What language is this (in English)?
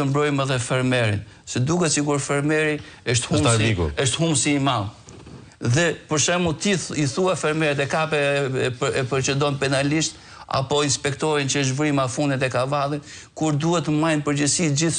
Albanian